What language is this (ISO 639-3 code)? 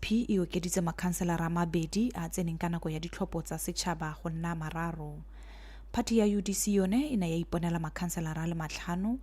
tsn